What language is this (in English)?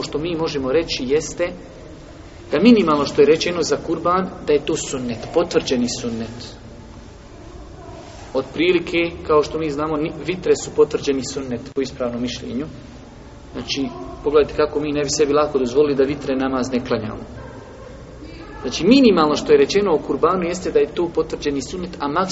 Bosnian